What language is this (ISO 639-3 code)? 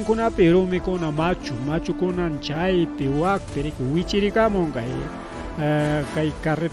quy